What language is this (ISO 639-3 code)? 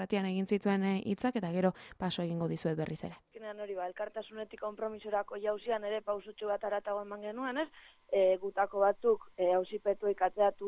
eus